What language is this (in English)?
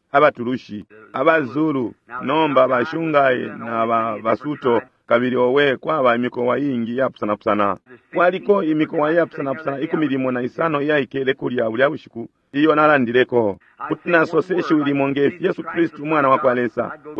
Bemba